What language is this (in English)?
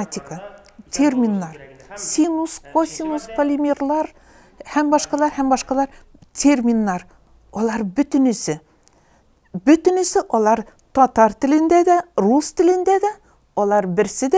Tatar